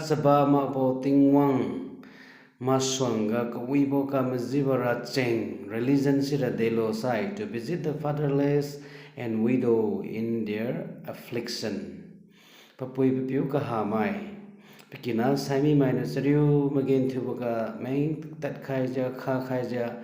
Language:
Liangmai Naga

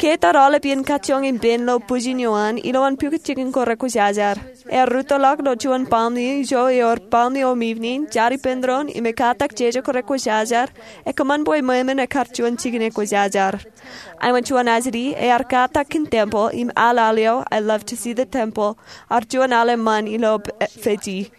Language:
Marshallese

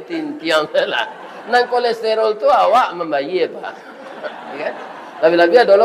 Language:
Minangkabau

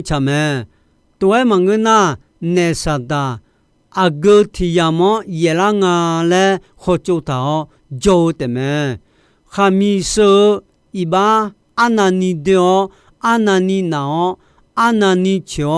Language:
Akha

